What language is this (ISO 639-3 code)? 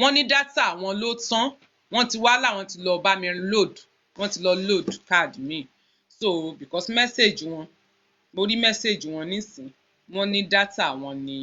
yor